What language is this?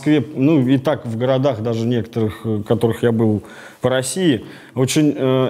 Russian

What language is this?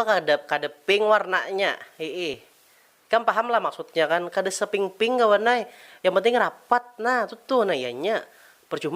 Banjar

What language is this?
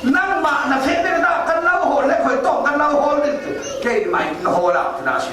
Falam Chin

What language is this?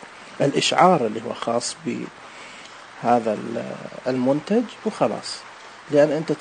Najdi Arabic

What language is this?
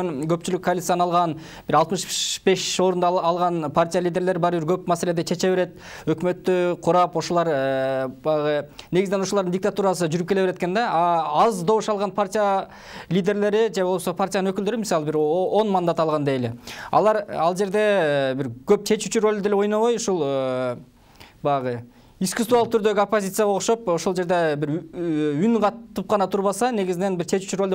Kyrgyz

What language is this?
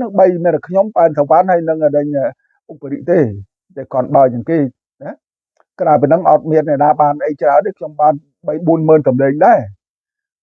Khmer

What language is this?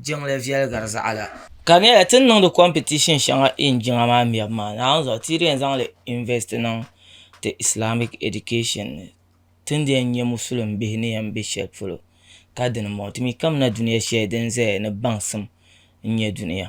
Dagbani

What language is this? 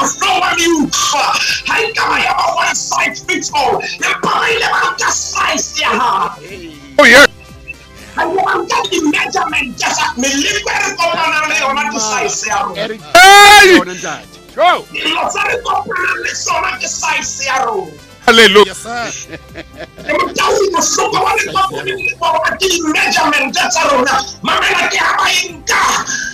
Southern Sotho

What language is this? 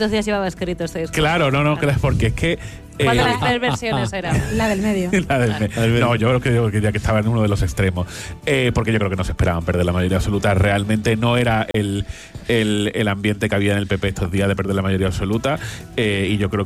Spanish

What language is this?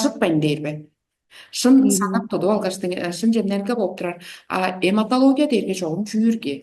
Tuvinian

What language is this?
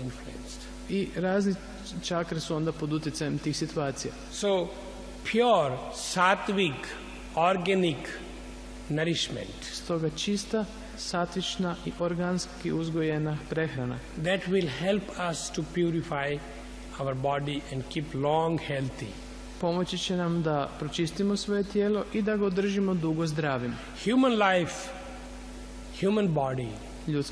Croatian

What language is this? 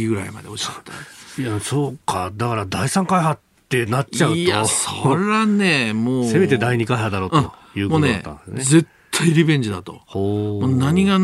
Japanese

